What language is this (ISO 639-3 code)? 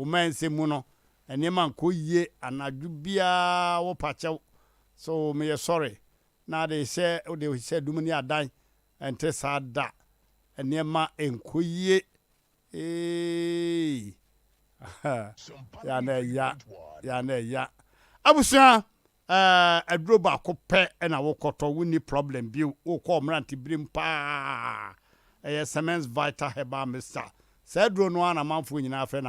aka